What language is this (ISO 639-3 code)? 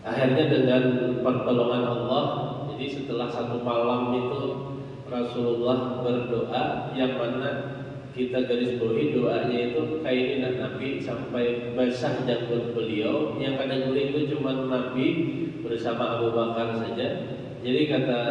bjn